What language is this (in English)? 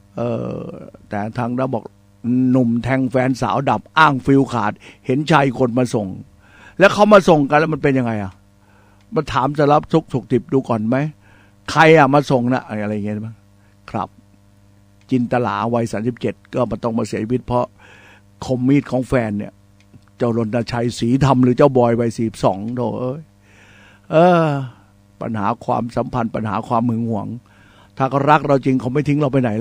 Thai